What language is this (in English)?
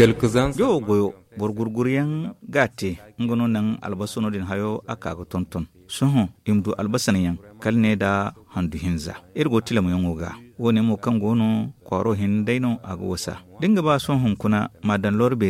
Zarma